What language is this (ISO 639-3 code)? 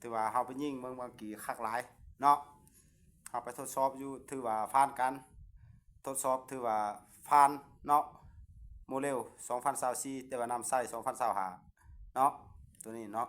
lao